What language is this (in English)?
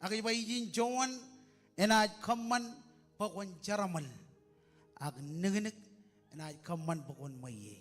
Marshallese